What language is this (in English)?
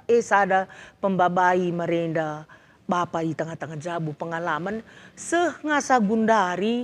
Batak Karo